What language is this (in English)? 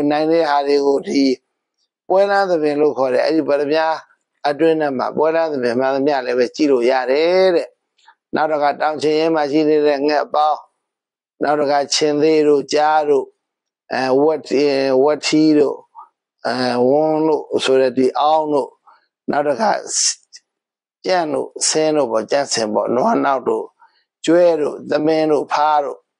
Burmese